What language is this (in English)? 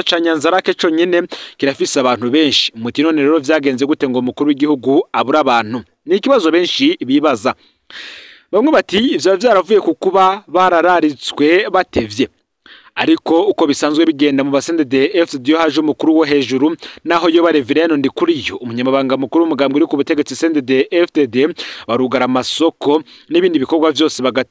Rundi